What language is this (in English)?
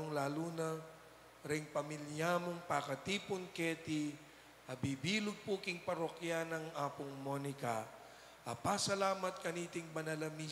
Pampanga